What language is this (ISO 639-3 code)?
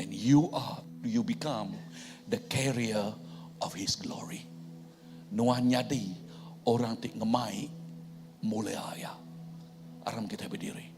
iba